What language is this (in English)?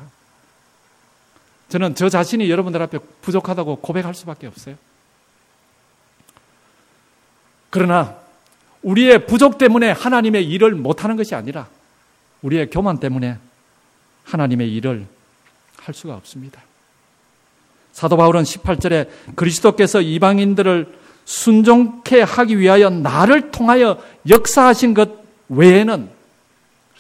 Korean